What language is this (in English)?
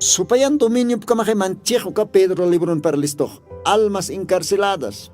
Aymara